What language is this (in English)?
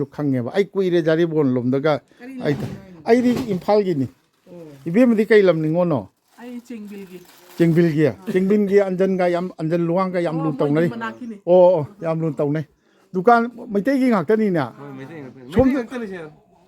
Manipuri